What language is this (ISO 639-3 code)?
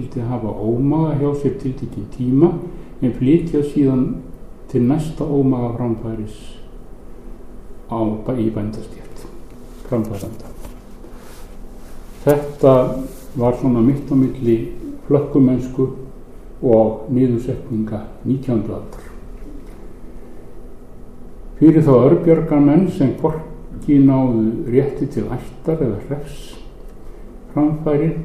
isl